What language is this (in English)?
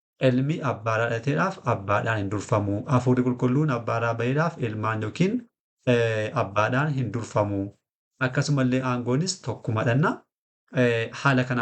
Oromo